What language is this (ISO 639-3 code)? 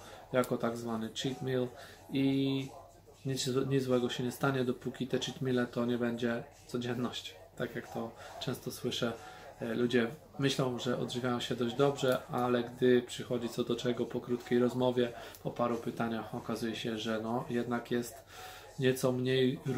pol